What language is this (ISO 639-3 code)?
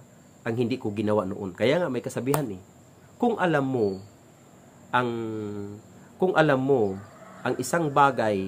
fil